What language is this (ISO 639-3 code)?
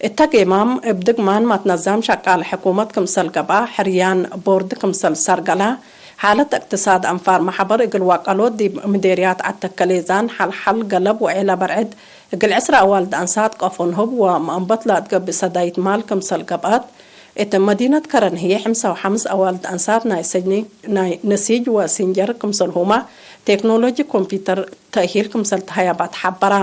tig